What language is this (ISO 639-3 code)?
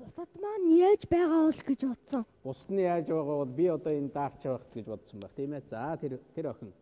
mon